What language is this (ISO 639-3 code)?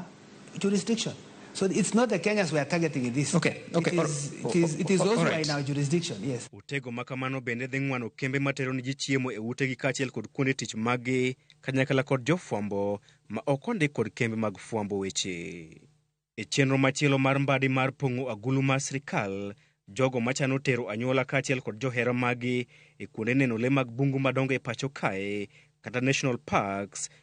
luo